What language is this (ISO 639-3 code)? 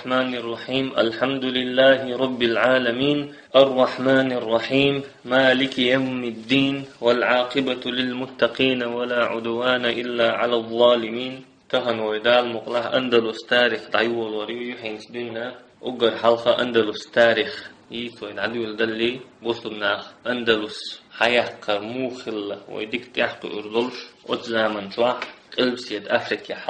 che